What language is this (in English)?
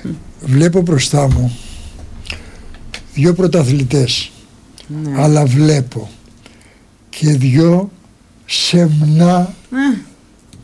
Greek